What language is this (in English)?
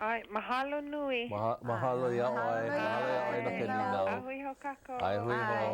Hawaiian